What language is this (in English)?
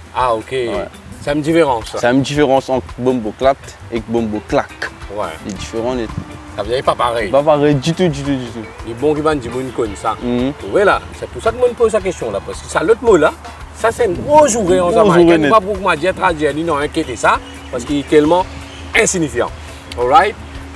French